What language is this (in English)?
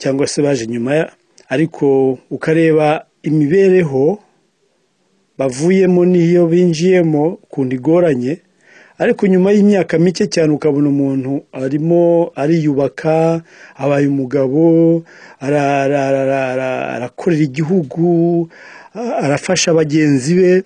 Kinyarwanda